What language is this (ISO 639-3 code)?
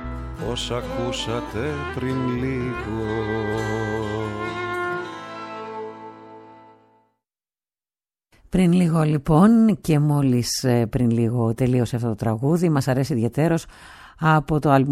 ell